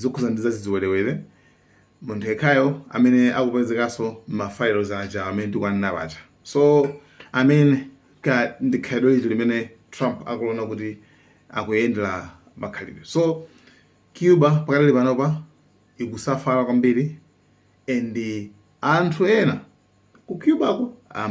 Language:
Nyanja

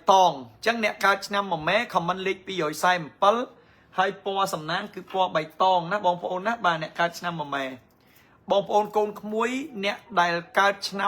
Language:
Khmer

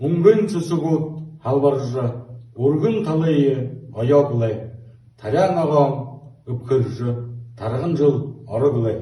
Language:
Buriat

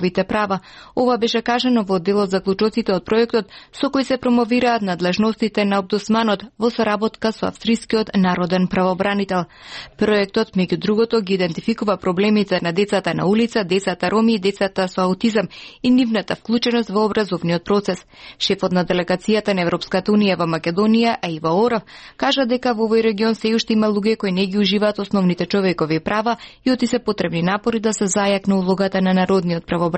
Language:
Macedonian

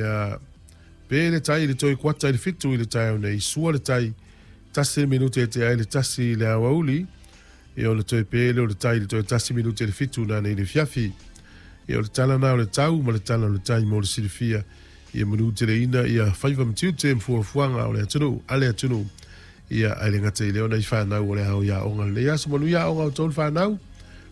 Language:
Samoan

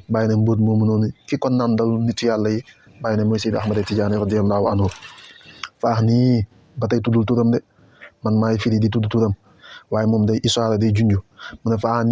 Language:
Wolof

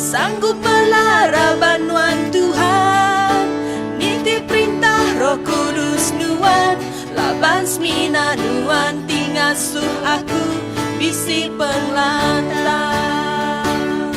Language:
Iban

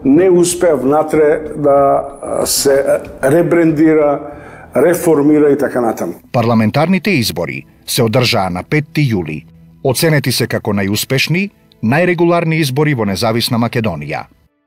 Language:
Macedonian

